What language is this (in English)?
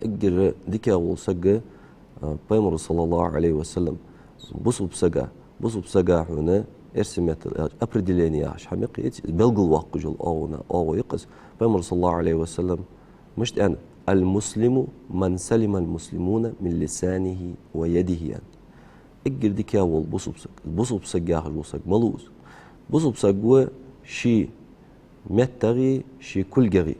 Ingush